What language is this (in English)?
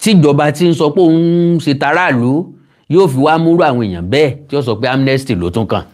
Yoruba